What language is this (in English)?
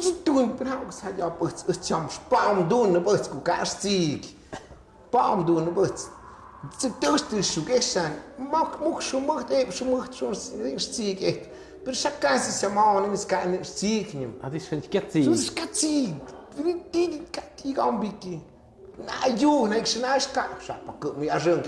Tlahuitoltepec Mixe